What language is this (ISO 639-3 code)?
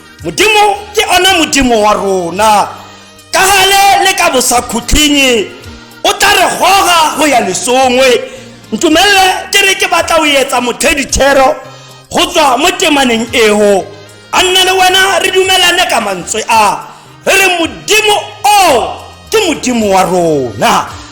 tsn